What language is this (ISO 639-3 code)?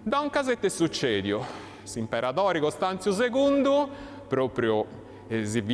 srd